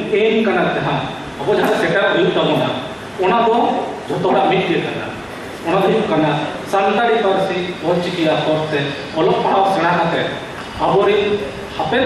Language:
Santali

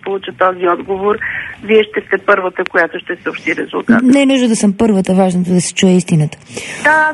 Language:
Bulgarian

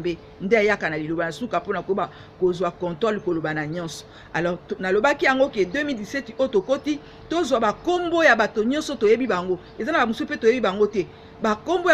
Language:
Lingala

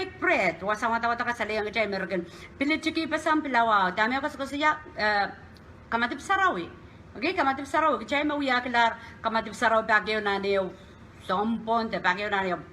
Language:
Pohnpeian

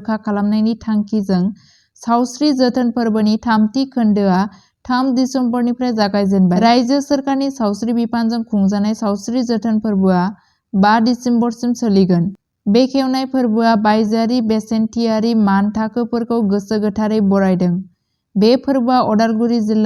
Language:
Bodo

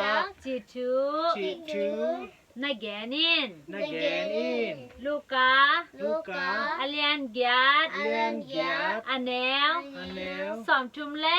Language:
Tedim Chin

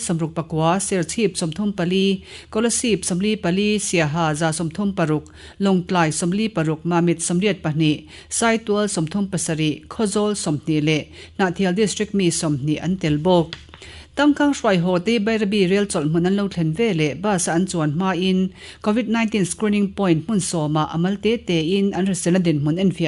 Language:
Mizo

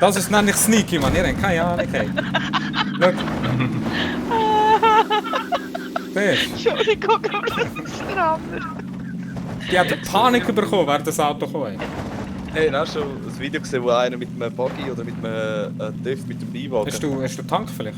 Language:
Swiss German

